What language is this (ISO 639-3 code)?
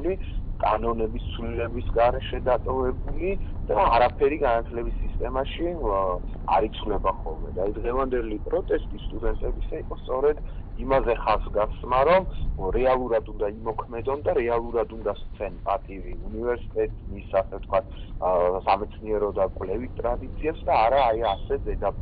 kat